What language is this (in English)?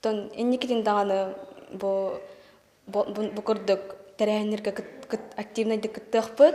Yakut